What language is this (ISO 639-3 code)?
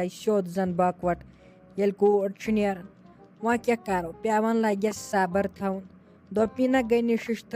kas